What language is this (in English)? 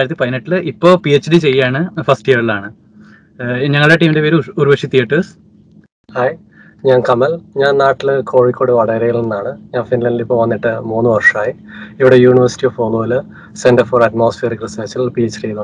Malayalam